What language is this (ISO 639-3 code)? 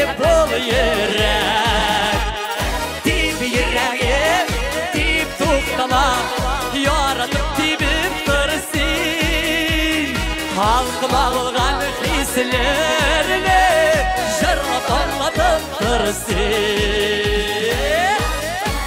tat